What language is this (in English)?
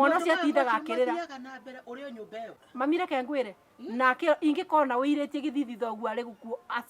Kikuyu